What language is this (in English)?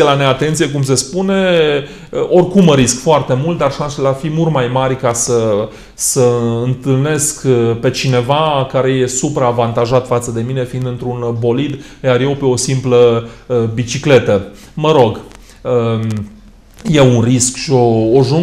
Romanian